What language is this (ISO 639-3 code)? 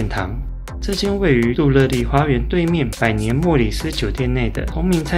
zho